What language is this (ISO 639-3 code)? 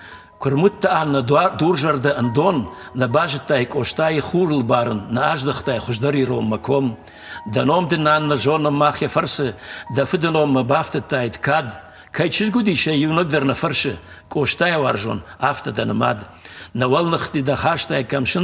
oss